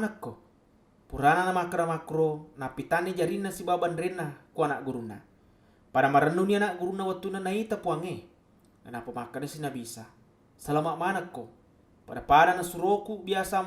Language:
Buginese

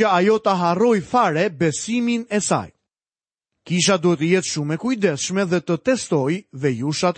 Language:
Albanian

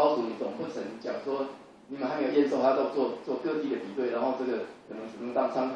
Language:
Chinese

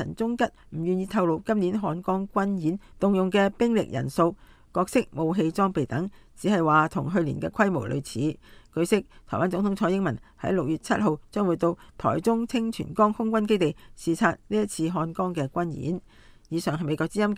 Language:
Cantonese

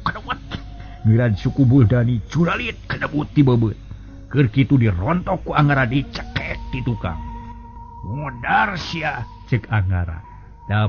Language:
Sundanese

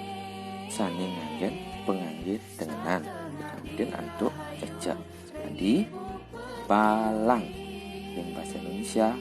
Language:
Balinese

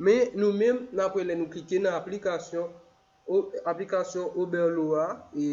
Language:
Haitian Creole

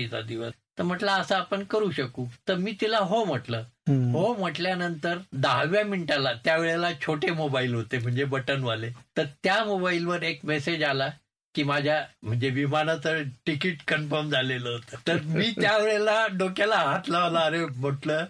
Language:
Marathi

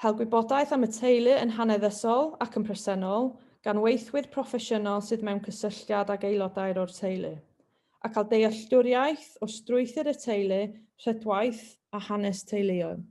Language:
Welsh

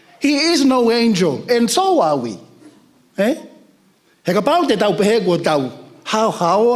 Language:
Tongan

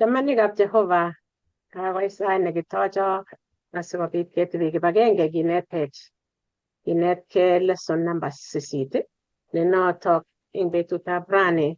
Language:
Kalenjin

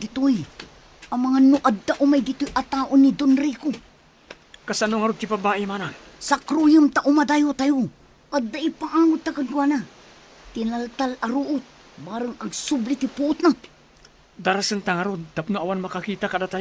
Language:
Iloko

